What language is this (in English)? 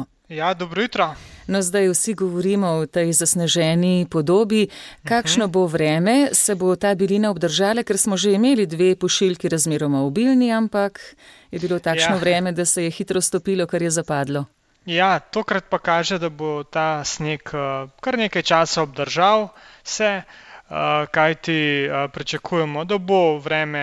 Slovenian